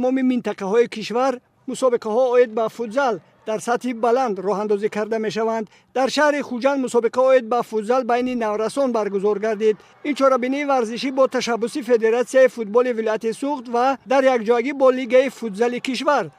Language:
Tajik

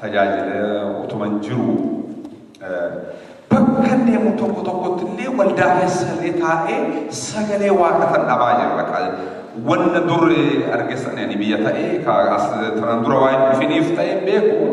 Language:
Oromo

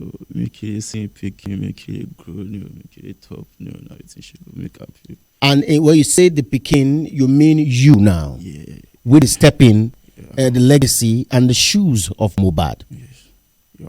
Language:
Nigerian Pidgin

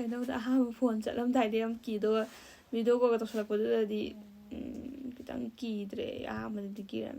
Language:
Manipuri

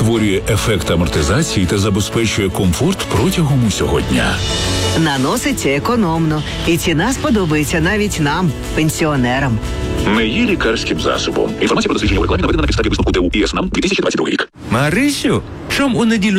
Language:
Ukrainian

